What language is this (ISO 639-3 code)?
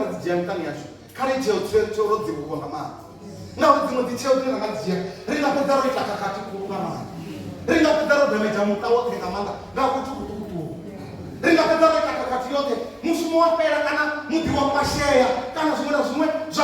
ven